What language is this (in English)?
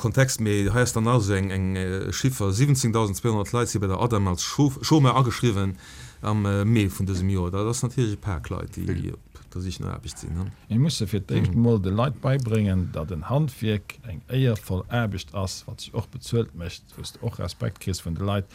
Luxembourgish